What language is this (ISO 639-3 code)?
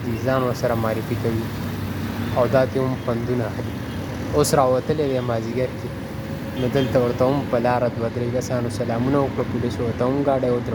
pus